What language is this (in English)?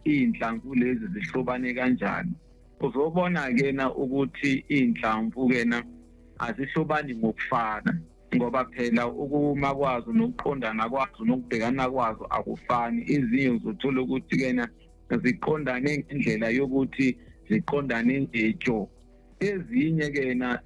Zulu